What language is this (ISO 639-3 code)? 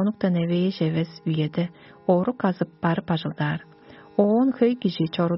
tyv